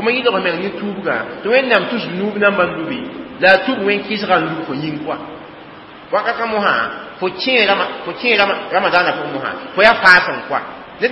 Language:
Mossi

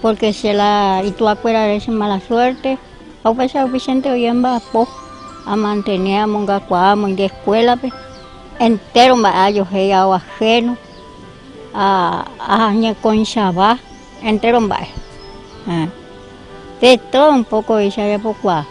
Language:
Guarani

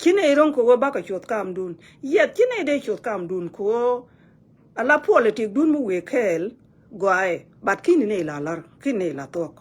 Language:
Nuer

